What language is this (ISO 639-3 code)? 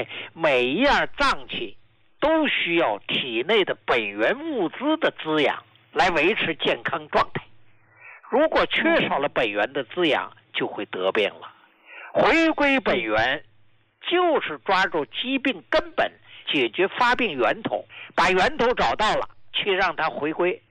zho